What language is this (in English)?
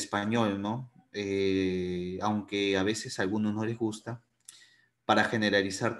Spanish